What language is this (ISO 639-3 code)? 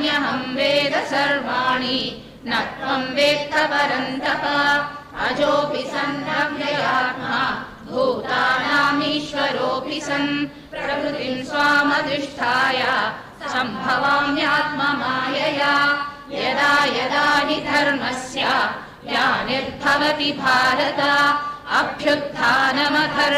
san